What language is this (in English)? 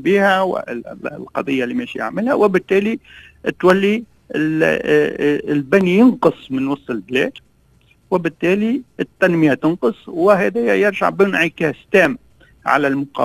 Tunisian Arabic